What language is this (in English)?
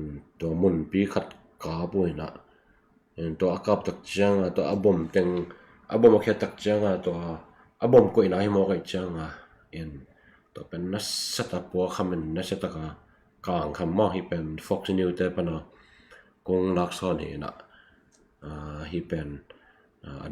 Tedim Chin